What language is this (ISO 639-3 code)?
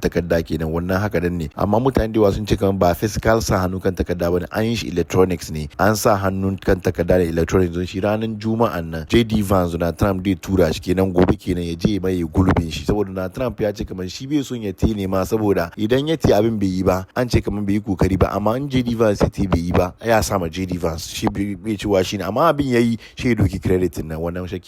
hau